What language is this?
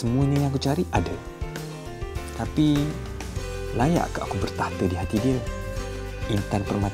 Malay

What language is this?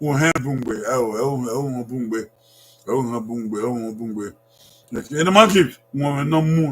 Bini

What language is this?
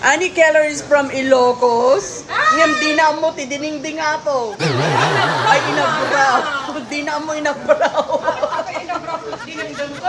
Iloko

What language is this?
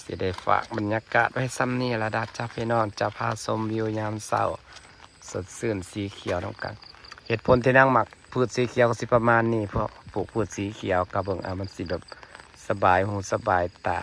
Northeastern Thai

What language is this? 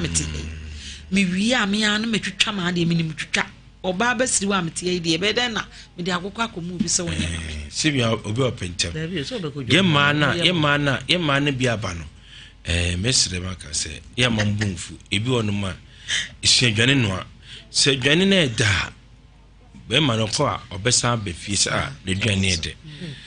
Akan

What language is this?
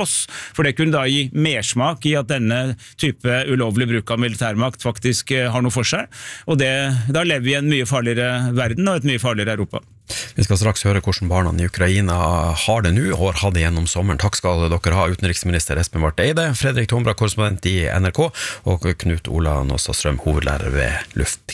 Norwegian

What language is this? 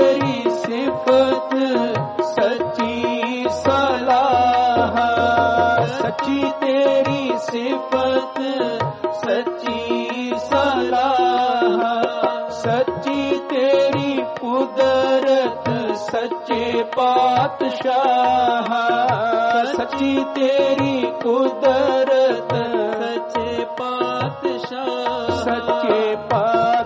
Punjabi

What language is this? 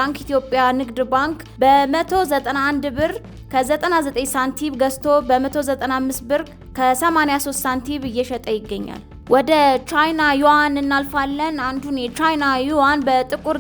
Amharic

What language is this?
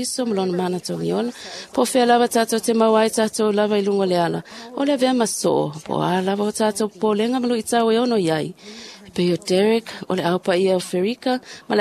Samoan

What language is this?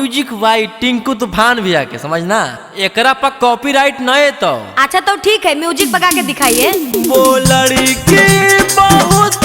Magahi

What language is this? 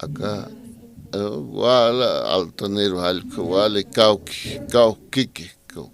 Aymara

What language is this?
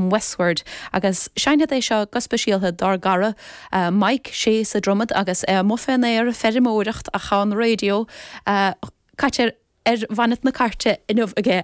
Irish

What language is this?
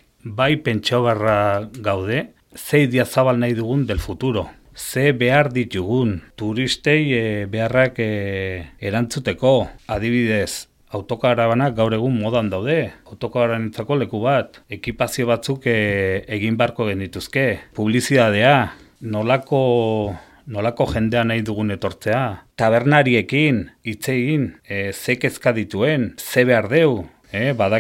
Basque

